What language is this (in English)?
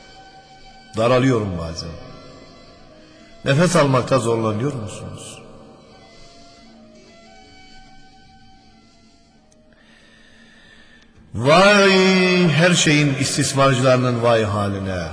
Turkish